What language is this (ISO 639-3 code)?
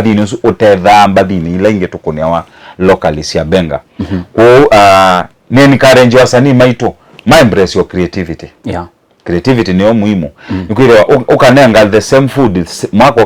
kam